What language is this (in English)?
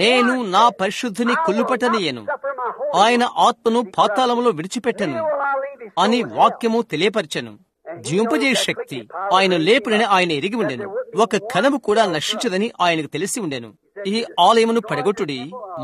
Telugu